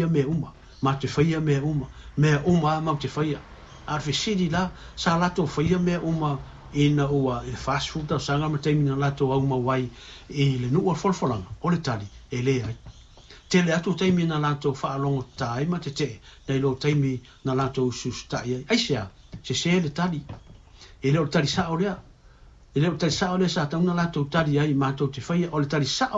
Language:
Samoan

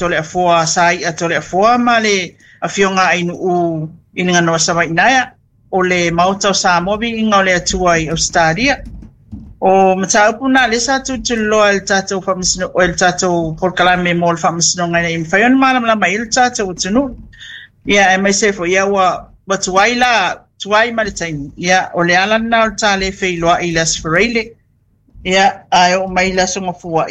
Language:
Samoan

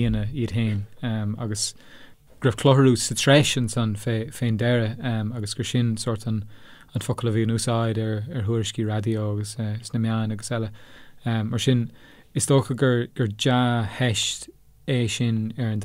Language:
Irish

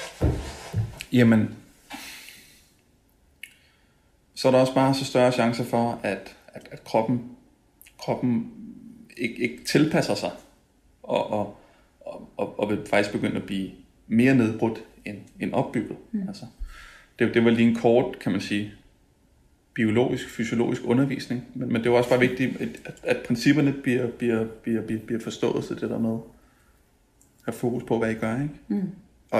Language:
Danish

